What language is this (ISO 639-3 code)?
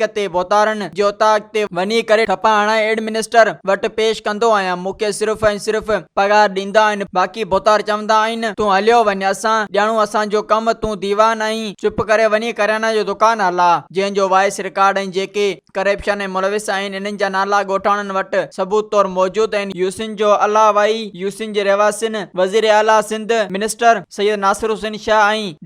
snd